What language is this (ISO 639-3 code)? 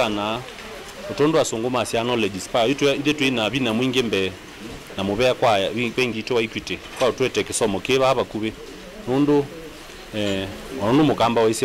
kam